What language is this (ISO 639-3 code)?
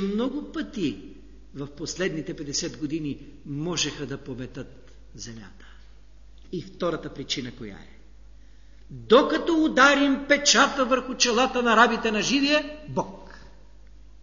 bul